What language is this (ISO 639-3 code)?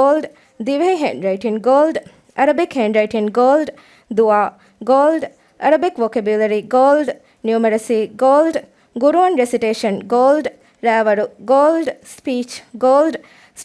div